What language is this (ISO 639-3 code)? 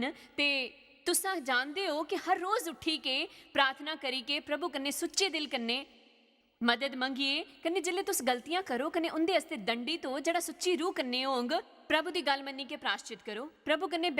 doi